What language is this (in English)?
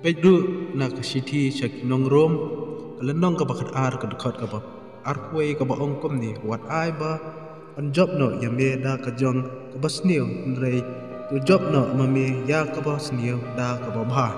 Khasi